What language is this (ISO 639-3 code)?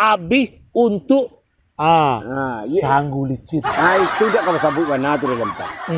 min